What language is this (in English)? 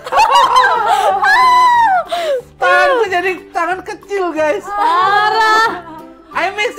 Indonesian